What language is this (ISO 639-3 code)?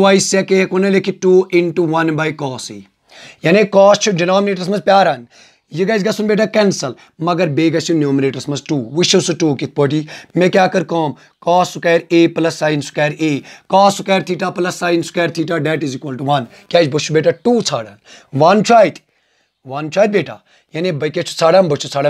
kas